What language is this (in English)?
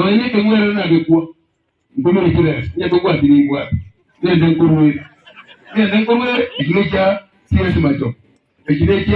Gusii